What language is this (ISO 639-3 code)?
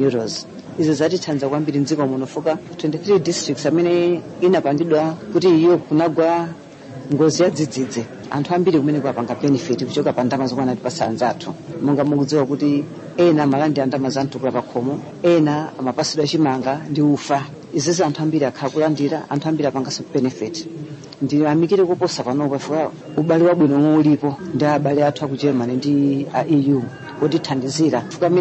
nya